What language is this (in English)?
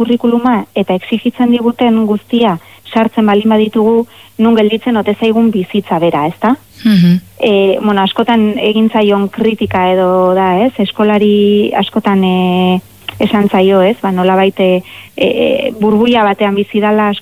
Basque